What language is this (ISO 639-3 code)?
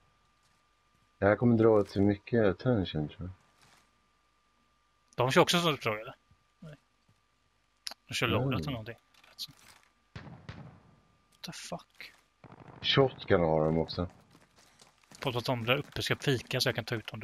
swe